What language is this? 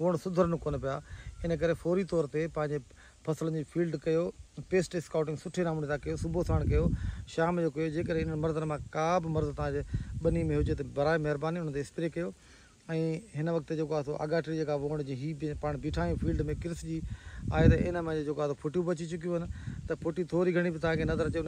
Sindhi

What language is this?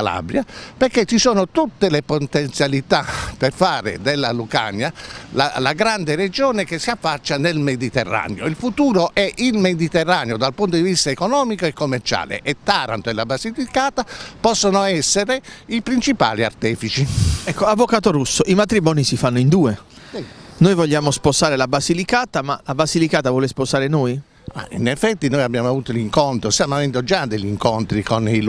Italian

